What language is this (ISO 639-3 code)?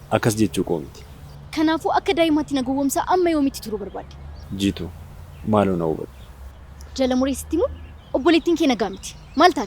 orm